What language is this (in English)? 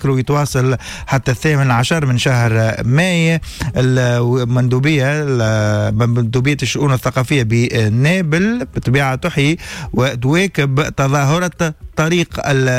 Tunisian Arabic